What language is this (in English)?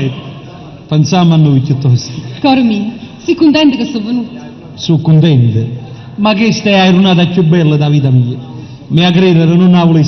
Neapolitan